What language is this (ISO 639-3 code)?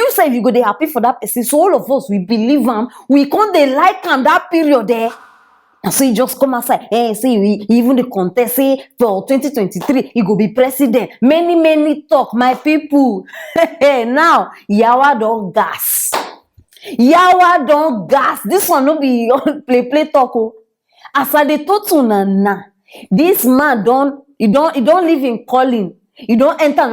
pcm